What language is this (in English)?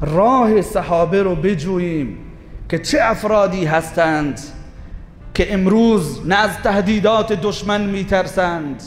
Persian